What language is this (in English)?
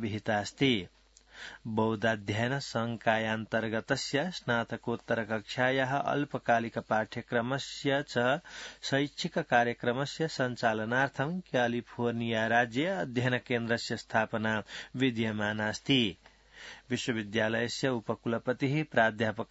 Sanskrit